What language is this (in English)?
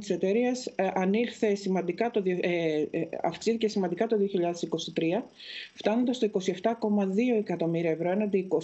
Greek